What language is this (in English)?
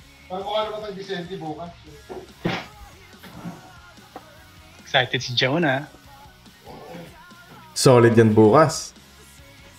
Filipino